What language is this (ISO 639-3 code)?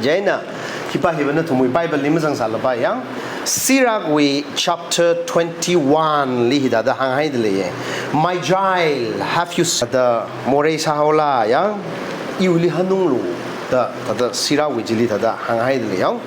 nmf